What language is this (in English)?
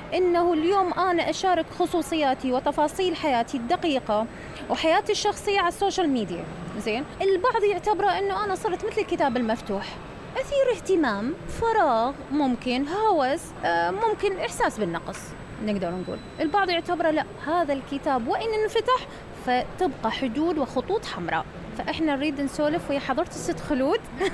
Mesopotamian Arabic